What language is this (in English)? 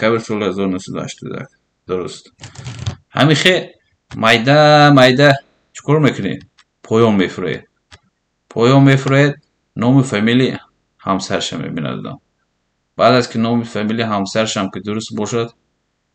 Tajik